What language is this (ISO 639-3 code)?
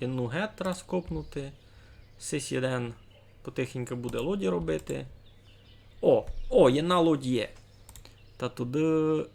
rue